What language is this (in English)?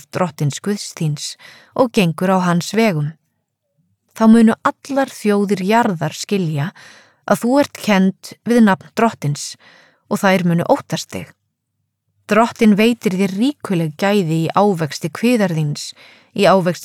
Icelandic